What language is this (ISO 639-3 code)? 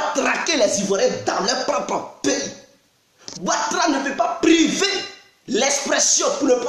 fra